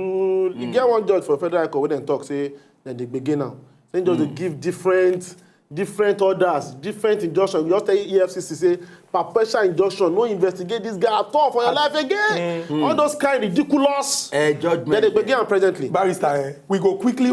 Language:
Nigerian Pidgin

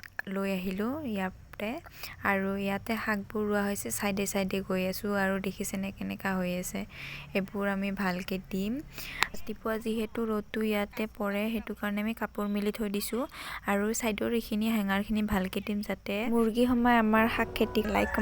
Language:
Assamese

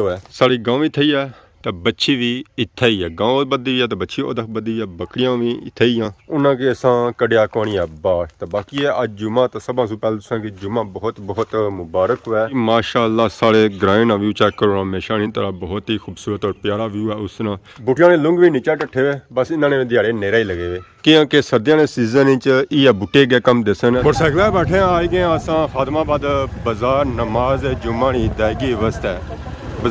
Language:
Pahari-Potwari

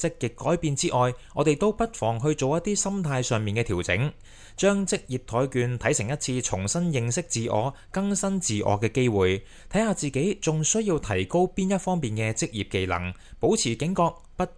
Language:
Cantonese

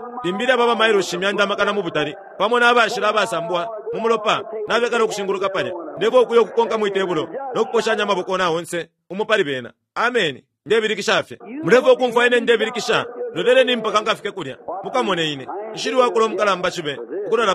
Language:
Bemba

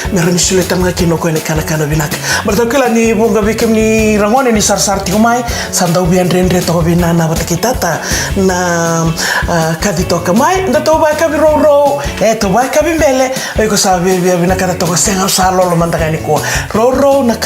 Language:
Fijian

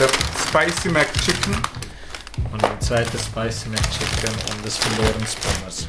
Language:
Swiss German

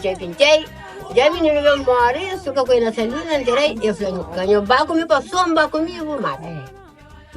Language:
Kabuverdianu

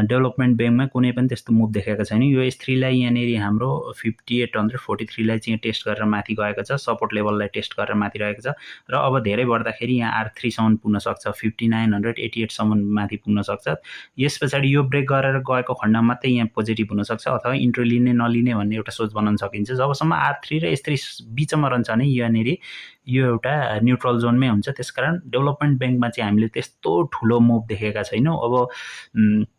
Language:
Nepali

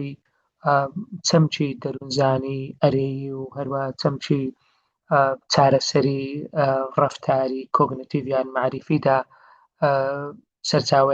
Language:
Central Kurdish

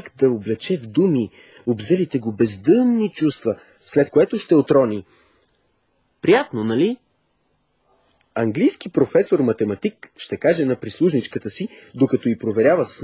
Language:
Bulgarian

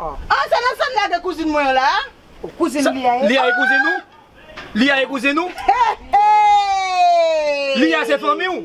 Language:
Haitian Creole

